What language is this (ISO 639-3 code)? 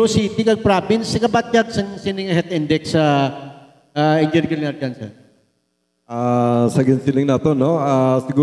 hil